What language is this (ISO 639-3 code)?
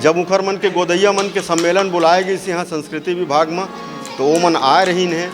hne